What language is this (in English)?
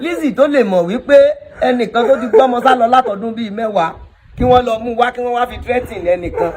Yoruba